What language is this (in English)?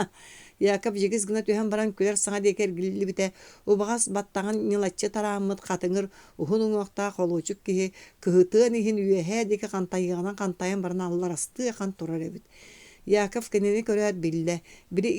Yakut